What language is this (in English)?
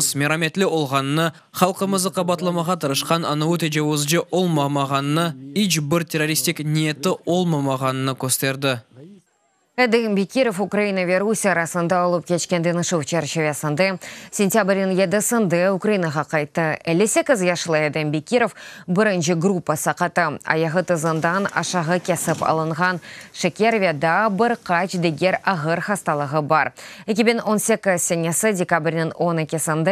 Crimean Tatar